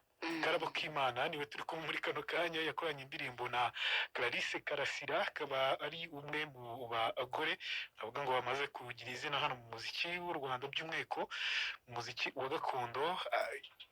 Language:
Kinyarwanda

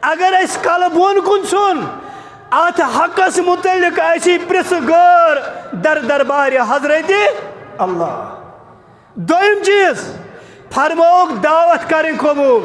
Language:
Kashmiri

